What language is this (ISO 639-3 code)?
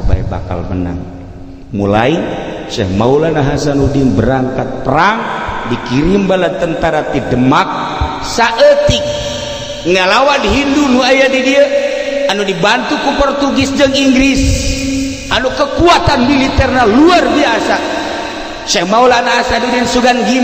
sun